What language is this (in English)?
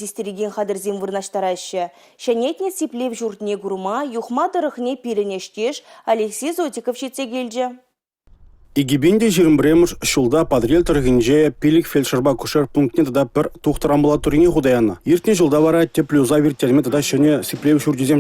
Chuvash